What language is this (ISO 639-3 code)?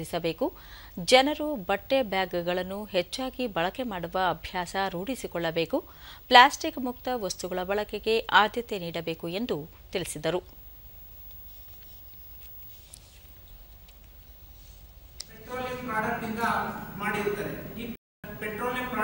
kan